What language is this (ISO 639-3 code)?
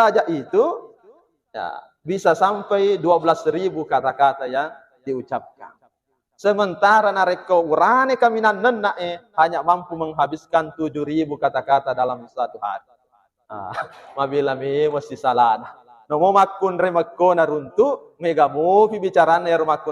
bug